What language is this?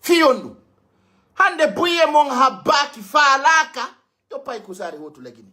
Pular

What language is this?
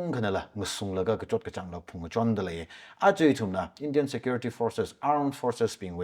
Tangkhul Naga (India)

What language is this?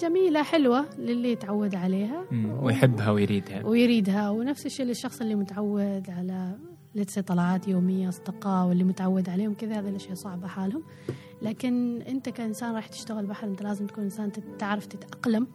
Gulf Arabic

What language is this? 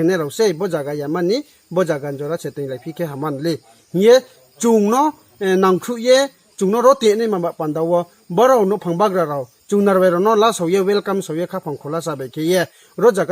Riang (India)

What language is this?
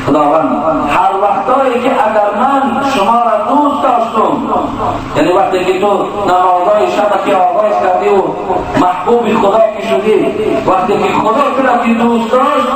Tajik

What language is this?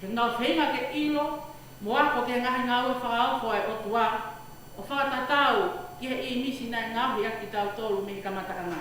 Tongan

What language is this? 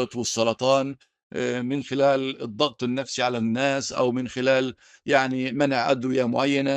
North Levantine Arabic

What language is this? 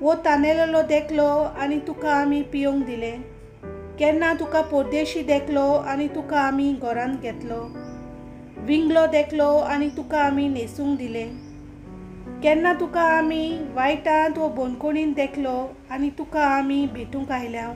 Konkani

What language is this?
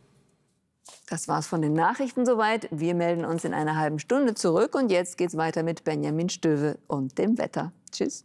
German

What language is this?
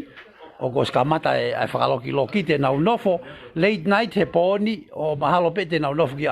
Tongan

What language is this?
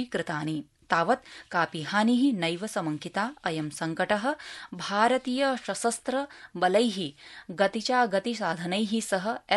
Sanskrit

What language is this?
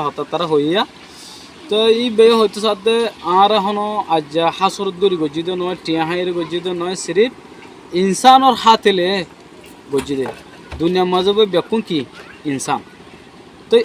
Rohingya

